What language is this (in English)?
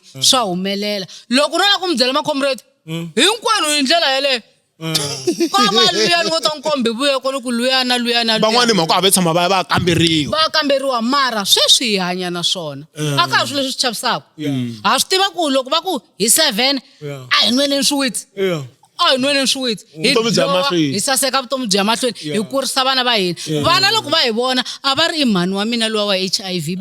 Tsonga